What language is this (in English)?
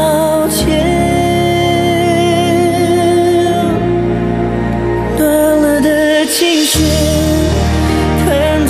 Chinese